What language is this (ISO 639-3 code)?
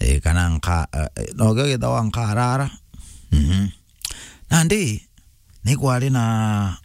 mer